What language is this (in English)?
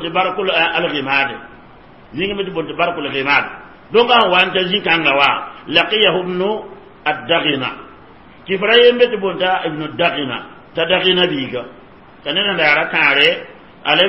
Mossi